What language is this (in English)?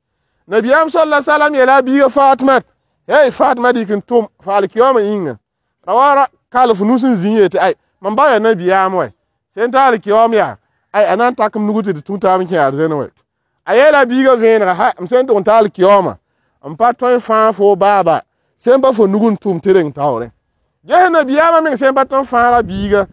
Mossi